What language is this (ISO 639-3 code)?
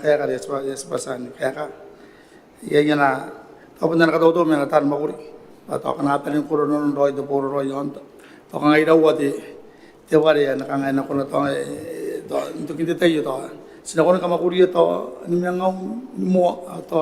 gil